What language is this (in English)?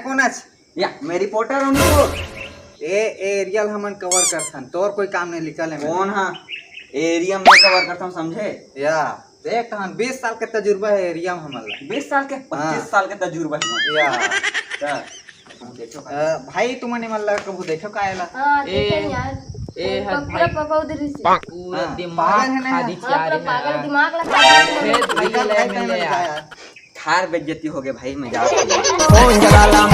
Chhattisgarhi